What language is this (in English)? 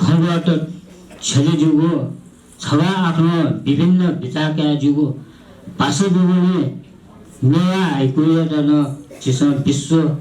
Newari